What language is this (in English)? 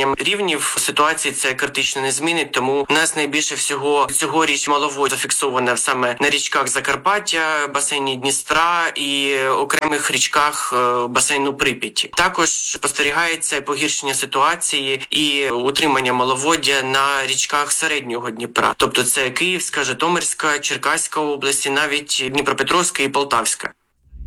Ukrainian